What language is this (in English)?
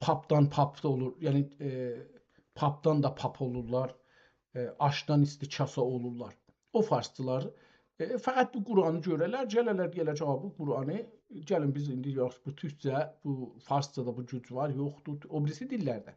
South Azerbaijani